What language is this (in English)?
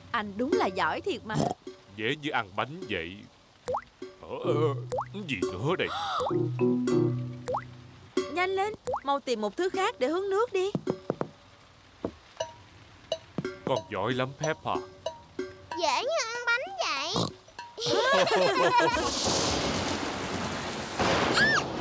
Vietnamese